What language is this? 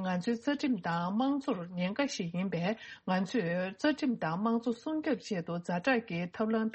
Tibetan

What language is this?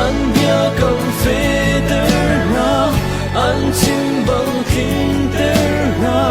Hakha Chin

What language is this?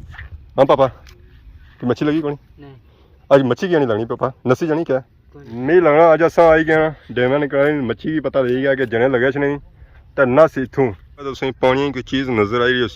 Pahari-Potwari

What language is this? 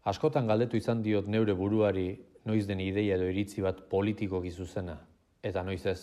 Basque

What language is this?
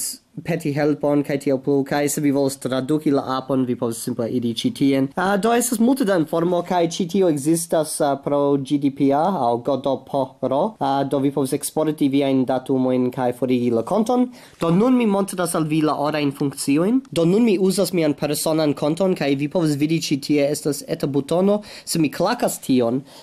Esperanto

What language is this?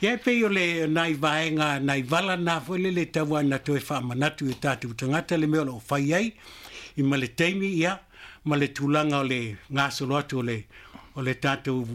Samoan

